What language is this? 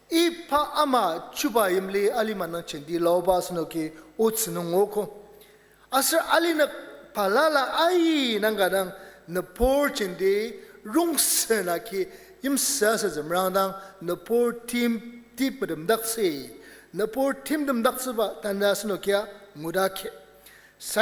Ao Naga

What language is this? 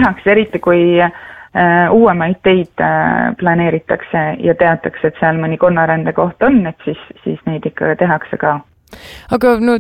Estonian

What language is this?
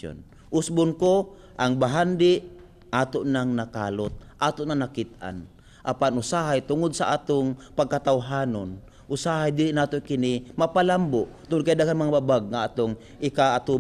Cebuano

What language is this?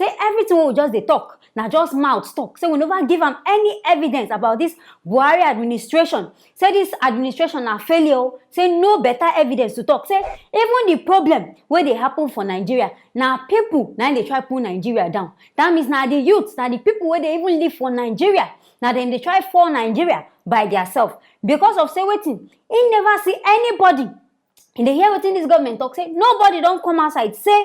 Nigerian Pidgin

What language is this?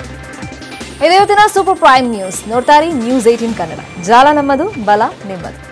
Kannada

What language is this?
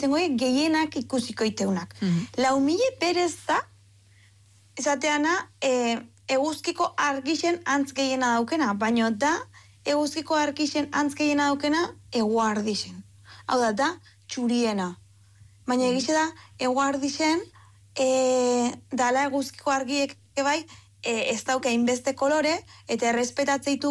Basque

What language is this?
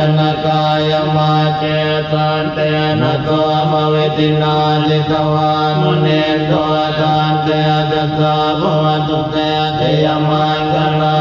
Pali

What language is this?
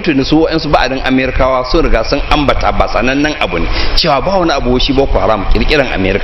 Hausa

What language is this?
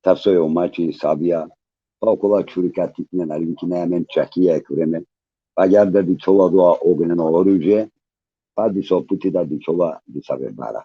Balkan Romani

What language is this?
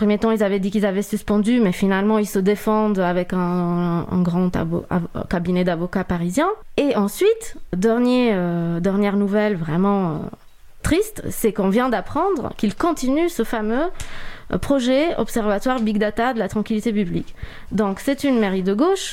French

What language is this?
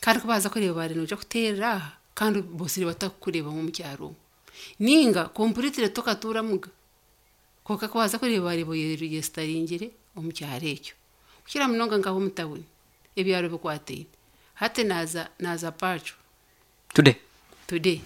Nyankole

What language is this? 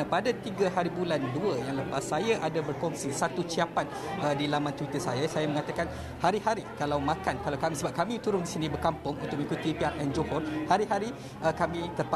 Malay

